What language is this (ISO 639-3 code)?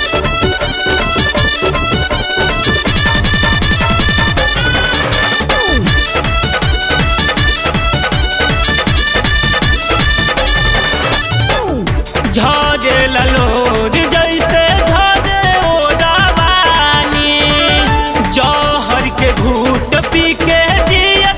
bho